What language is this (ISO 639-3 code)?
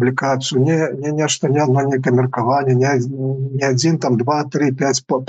bel